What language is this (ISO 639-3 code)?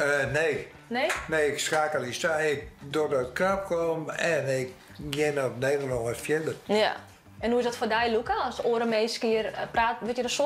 fry